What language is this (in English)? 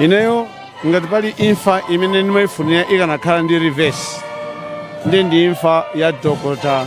Nyanja